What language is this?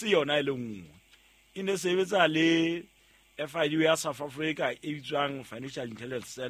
Southern Sotho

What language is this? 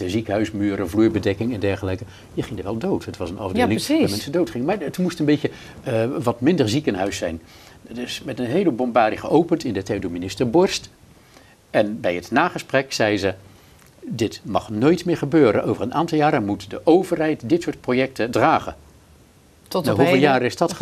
Dutch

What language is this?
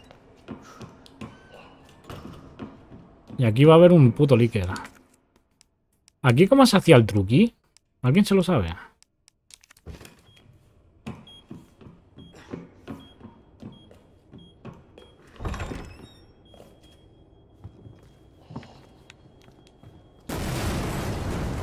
Spanish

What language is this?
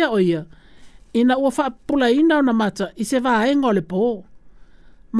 Samoan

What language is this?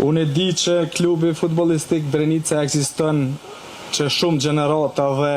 Albanian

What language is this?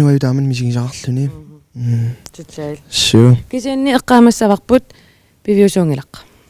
Kalaallisut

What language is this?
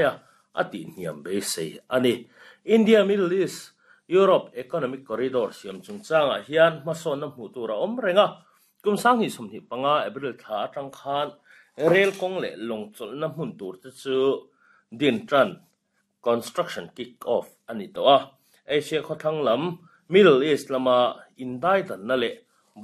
Mizo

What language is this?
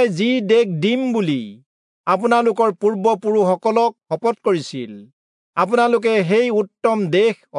Assamese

